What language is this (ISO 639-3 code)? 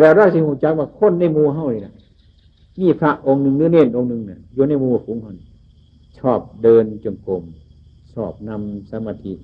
tts